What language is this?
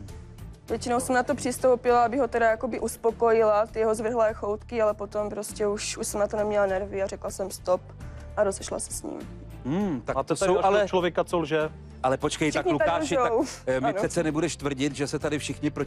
Czech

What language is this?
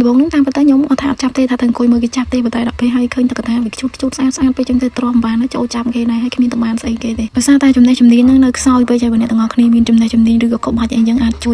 Khmer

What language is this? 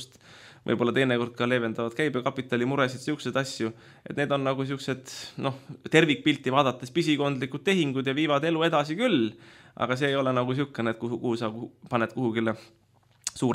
Estonian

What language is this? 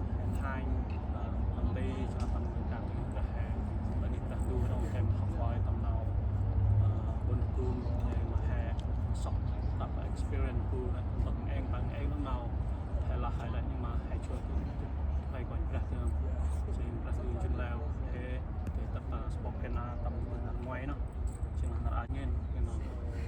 Central Mnong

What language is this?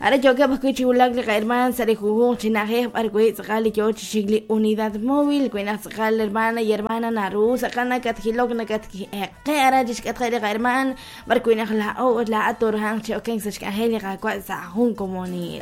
Kekchí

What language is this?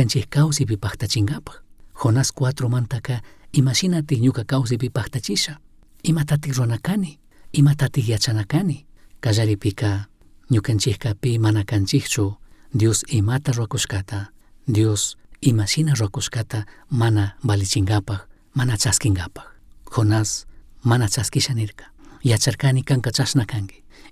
Chimborazo Highland Quichua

